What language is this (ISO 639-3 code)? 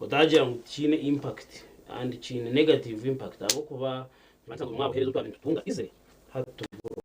nyn